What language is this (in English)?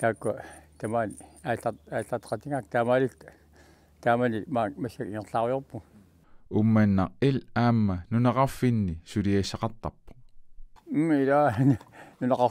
Kalaallisut